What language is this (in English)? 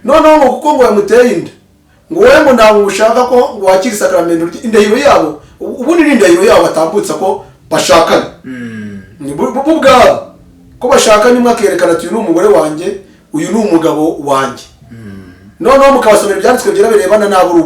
Kinyarwanda